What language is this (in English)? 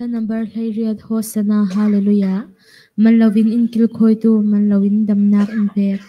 Falam Chin